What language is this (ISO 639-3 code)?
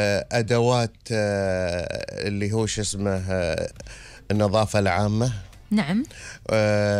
afb